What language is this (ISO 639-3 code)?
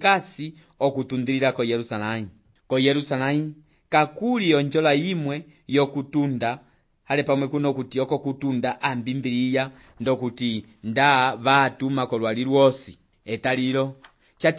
umb